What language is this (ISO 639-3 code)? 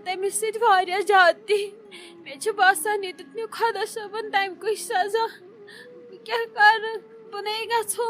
kas